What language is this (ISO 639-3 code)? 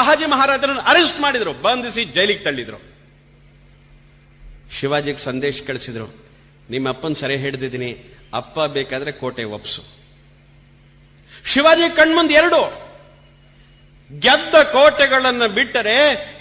kan